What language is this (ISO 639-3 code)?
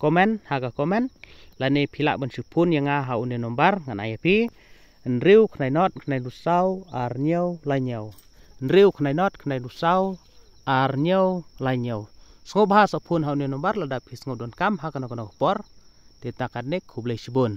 kha